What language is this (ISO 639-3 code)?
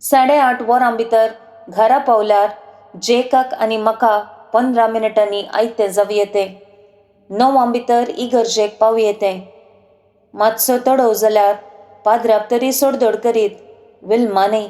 kok